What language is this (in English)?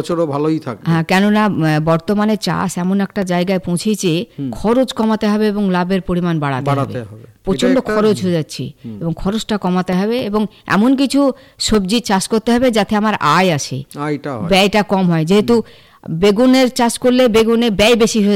Bangla